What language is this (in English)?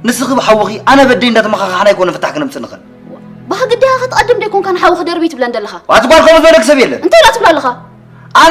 Tigrinya